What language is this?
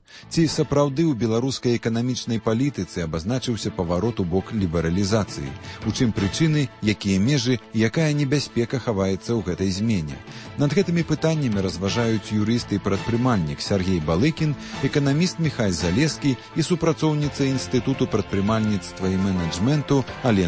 Belarusian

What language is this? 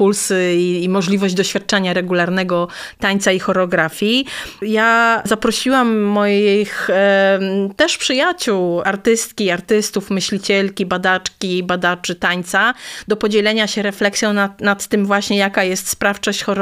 Polish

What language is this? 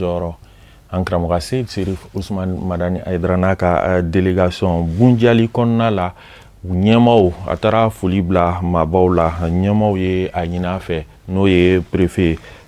Bambara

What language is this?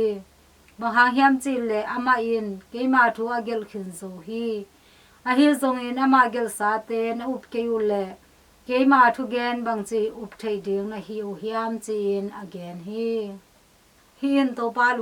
Tedim Chin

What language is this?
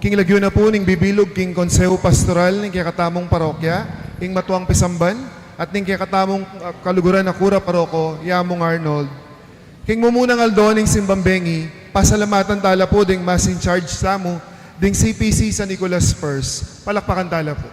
Pampanga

